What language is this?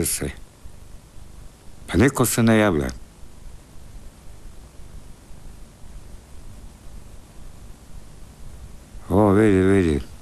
Croatian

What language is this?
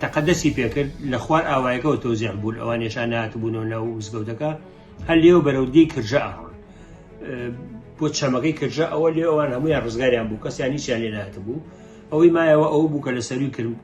Central Kurdish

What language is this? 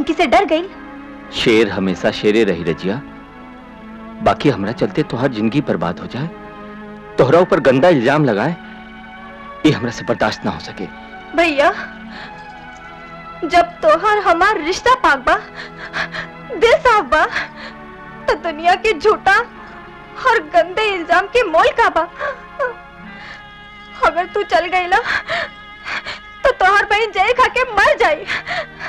Bhojpuri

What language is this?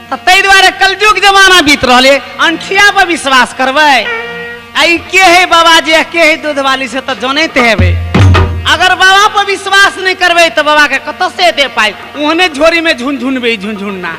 Maithili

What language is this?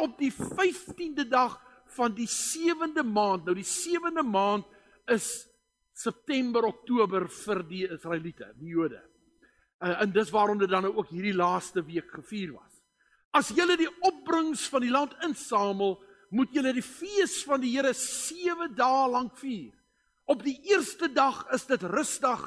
Afrikaans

